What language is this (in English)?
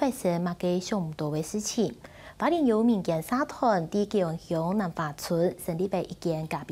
Hakka Chinese